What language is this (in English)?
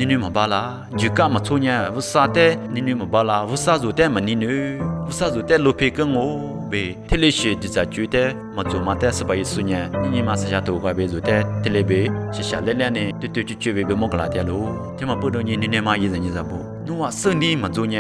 Lisu